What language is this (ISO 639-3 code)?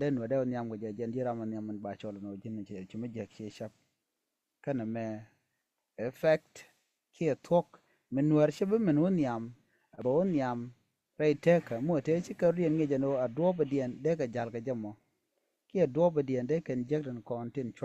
nus